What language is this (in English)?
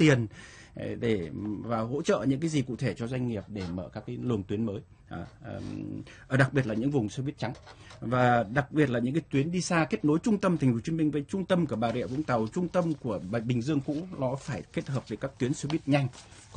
Vietnamese